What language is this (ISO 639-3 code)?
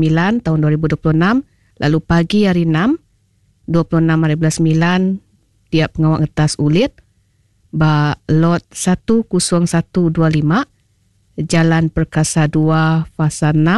iba